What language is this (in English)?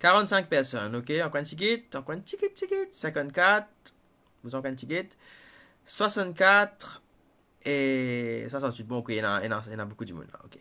Morisyen